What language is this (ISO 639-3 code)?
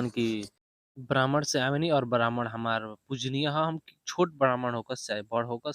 bho